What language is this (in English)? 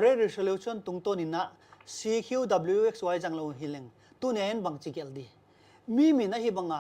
Paite Chin